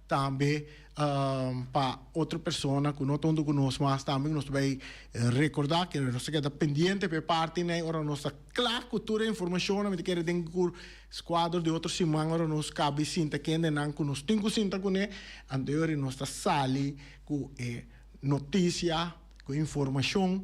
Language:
Papiamento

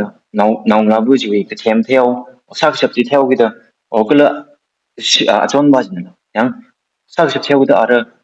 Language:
Tangkhul Naga (India)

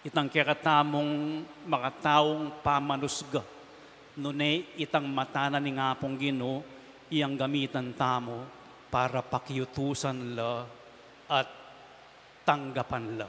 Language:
Pampanga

